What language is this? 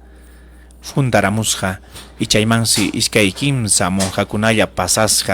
Ayacucho Quechua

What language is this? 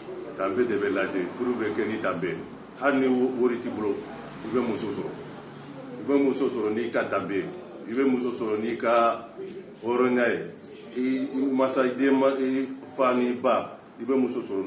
Bambara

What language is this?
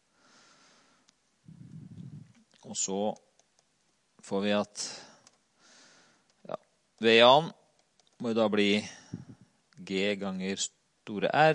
Norwegian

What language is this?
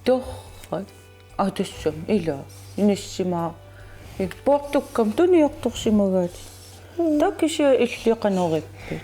Kalaallisut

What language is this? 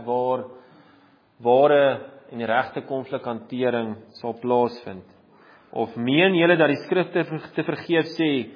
Afrikaans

